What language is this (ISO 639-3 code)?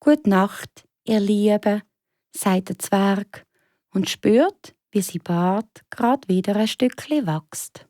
gsw